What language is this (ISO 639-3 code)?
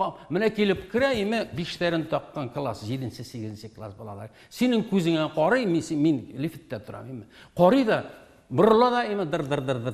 tat